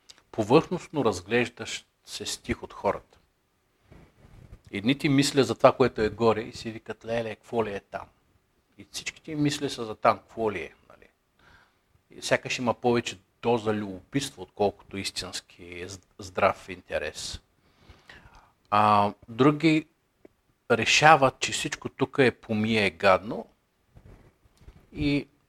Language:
Bulgarian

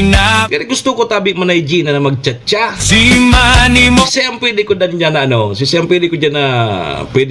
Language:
Bikol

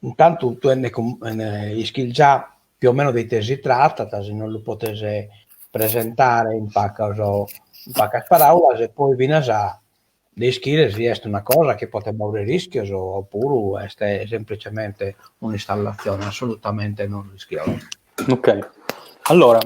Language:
Sardinian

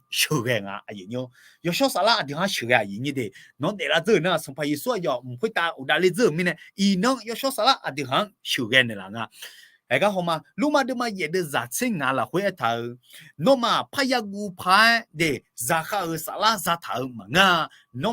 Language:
Akha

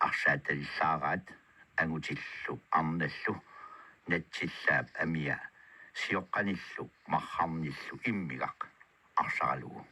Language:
Kalaallisut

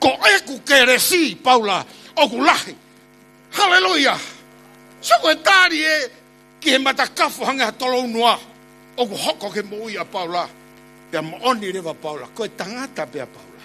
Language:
Tongan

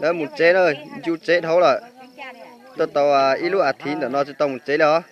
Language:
Hmong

